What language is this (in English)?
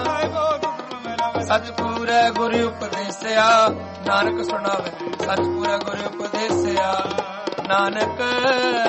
Punjabi